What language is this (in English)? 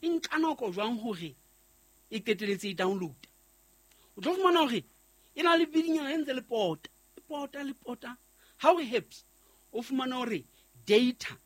Southern Sotho